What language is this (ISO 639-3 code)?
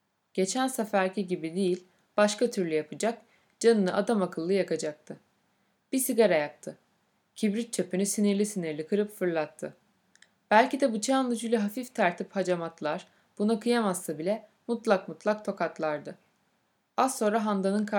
tur